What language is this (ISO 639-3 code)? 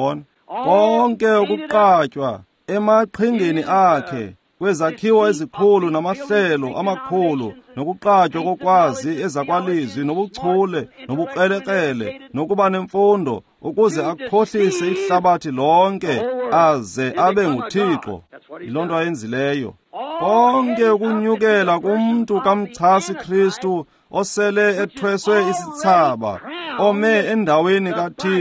xho